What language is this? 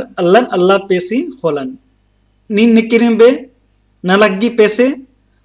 Kurukh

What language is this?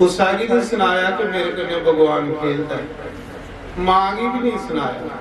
Dogri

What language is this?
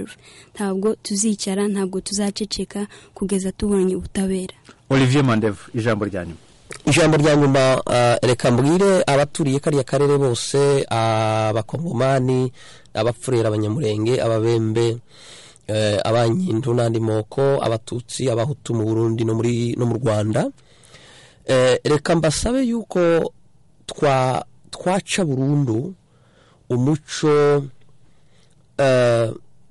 Kinyarwanda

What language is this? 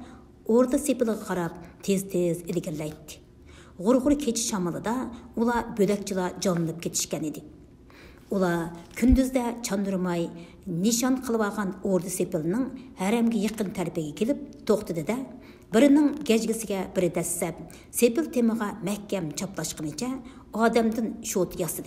Uyghur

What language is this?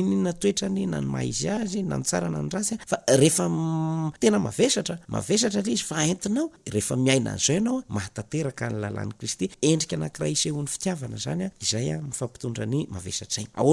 Malagasy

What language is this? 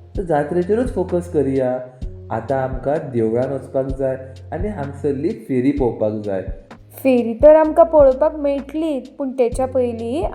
Konkani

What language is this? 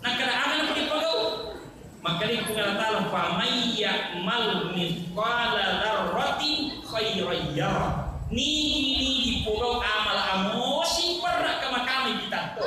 Buginese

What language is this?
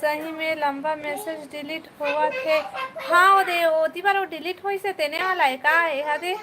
Chhattisgarhi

